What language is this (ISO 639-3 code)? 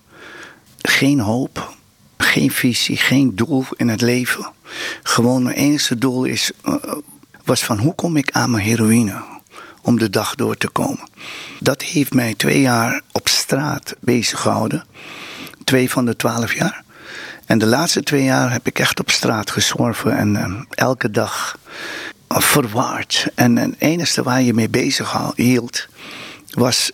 nld